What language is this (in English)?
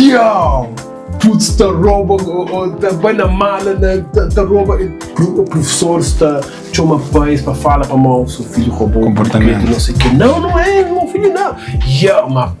Kabuverdianu